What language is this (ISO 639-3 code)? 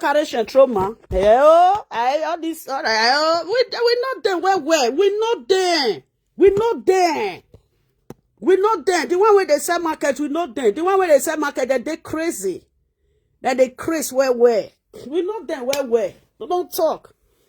pcm